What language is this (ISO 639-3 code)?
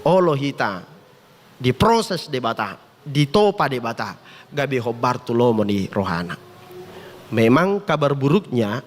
bbc